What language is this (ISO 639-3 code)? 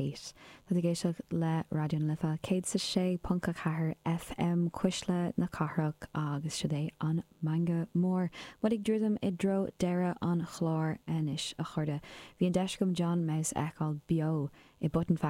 gle